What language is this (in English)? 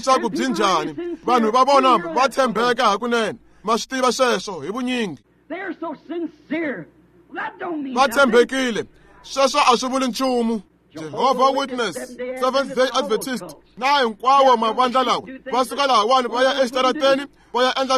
Tsonga